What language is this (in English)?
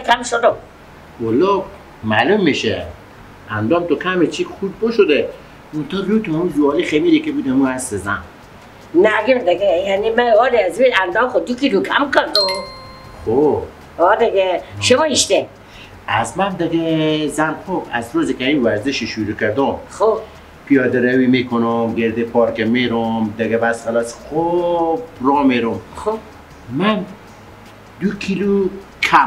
Persian